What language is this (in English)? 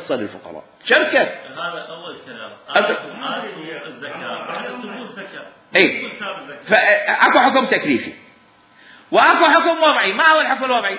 Mesopotamian Arabic